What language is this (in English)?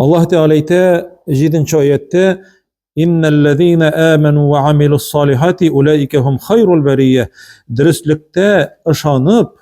Tatar